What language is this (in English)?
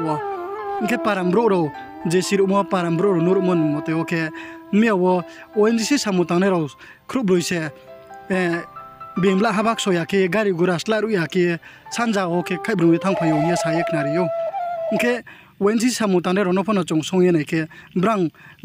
Riang (India)